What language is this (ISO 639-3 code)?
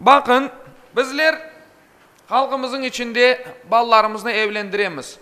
crh